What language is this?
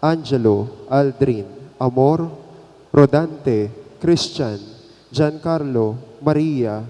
Pampanga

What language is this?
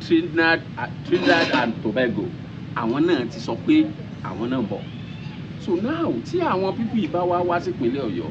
Yoruba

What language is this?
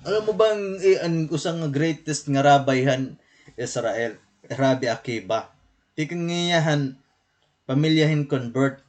Waray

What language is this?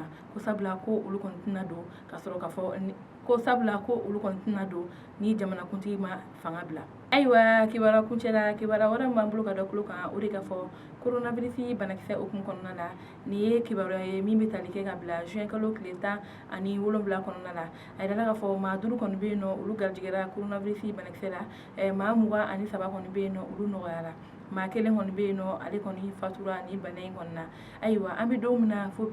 Bambara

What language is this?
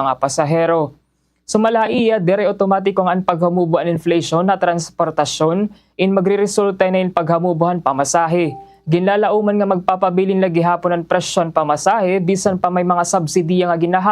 Waray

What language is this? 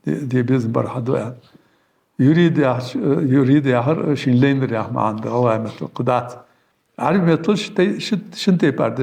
Ingush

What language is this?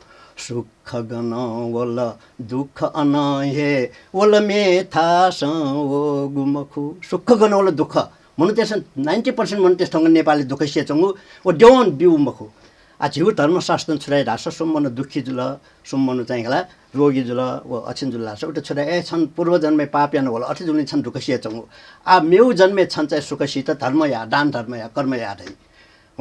Newari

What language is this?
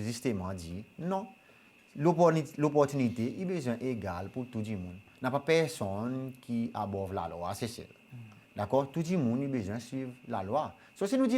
Seselwa Creole French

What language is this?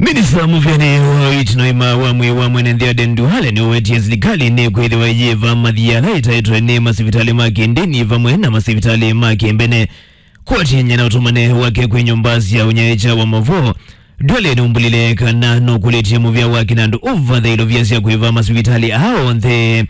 Kamba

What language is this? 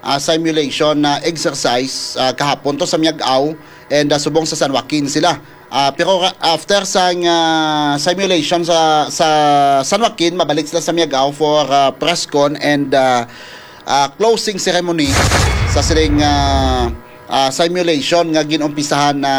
Hiligaynon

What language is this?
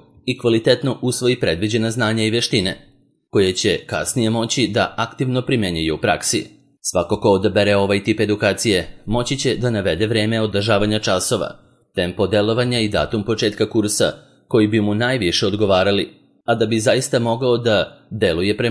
Serbian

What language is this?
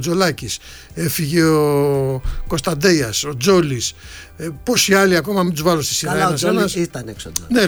Greek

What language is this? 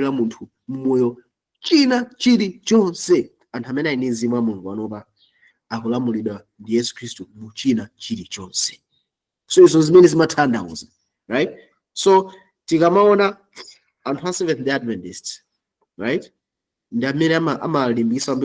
Nyanja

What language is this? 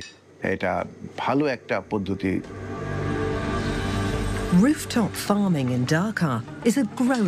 Bangla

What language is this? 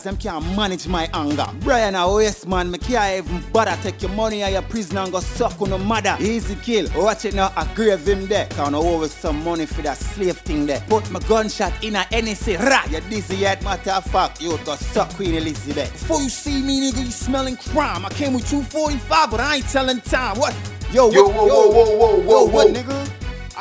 Jamaican Creole English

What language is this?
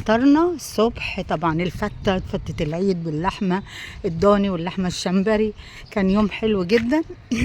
Egyptian Arabic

